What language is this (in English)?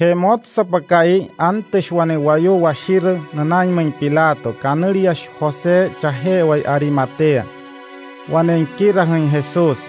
Wayuu